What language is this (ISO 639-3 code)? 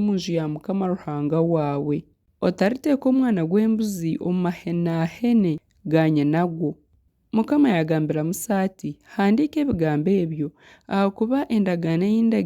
nyn